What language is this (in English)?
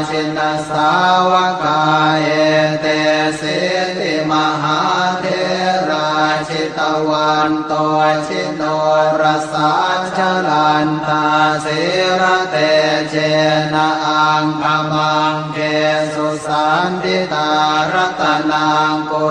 Pali